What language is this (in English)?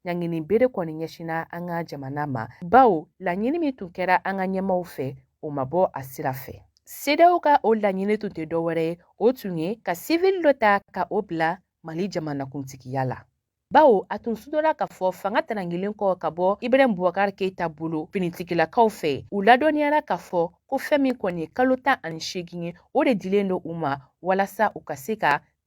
Bambara